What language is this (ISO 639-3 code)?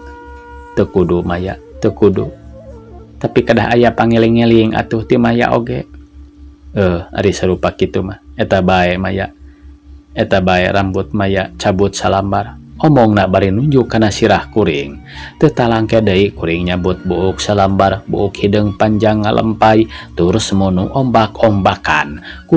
sun